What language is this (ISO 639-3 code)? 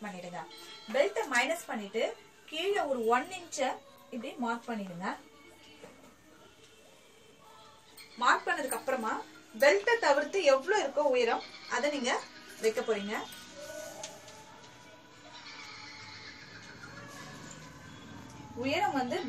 tam